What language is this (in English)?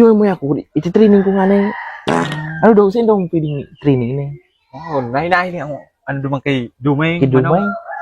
Bikol